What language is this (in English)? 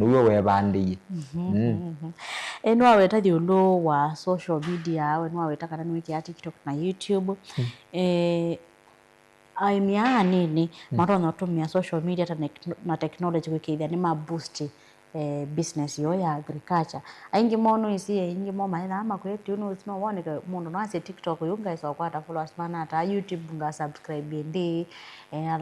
Kamba